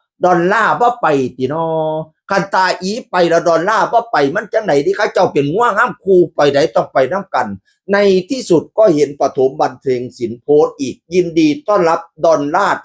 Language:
Northeastern Thai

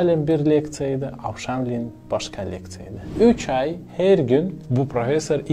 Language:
Gagauz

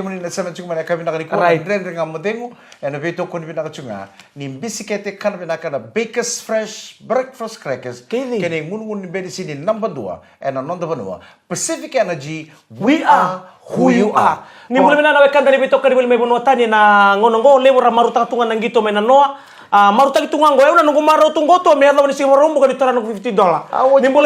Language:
Fijian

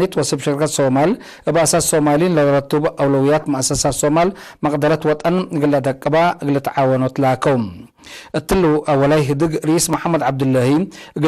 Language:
Tigre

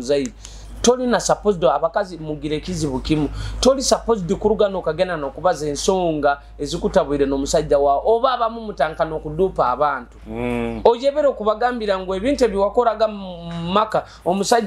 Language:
Nyoro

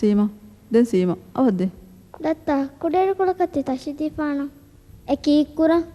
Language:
Divehi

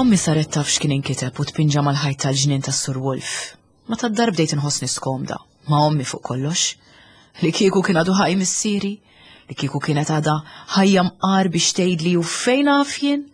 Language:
Maltese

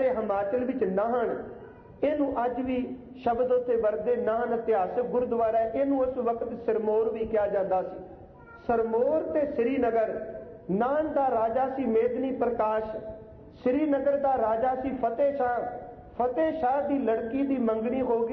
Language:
Punjabi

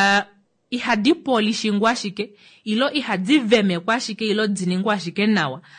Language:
Kuanyama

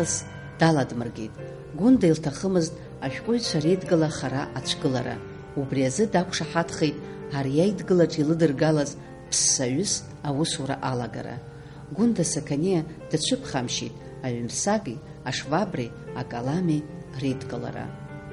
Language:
Abkhazian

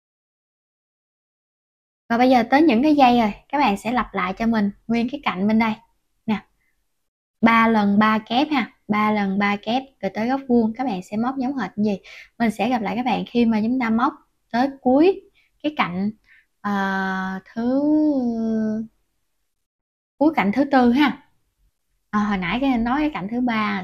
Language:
Vietnamese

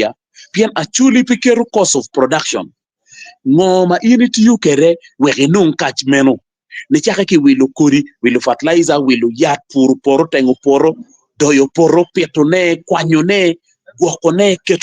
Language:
Acoli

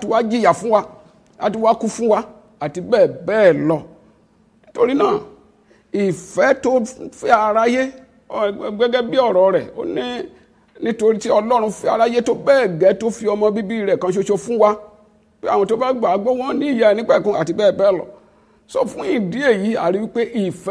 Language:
Yoruba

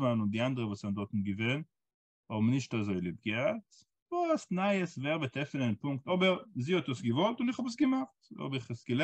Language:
Yiddish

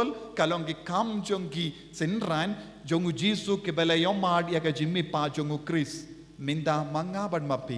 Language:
Khasi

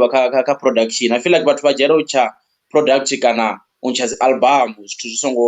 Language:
Venda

